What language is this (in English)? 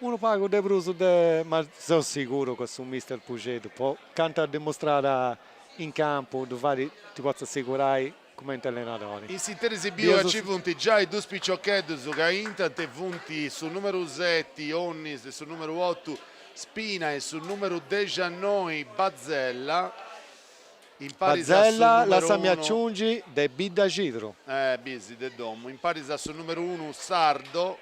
Sardinian